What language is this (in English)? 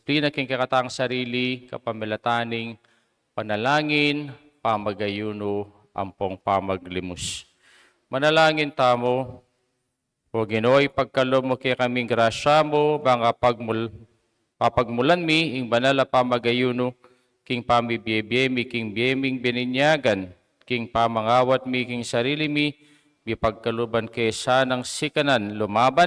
Pampanga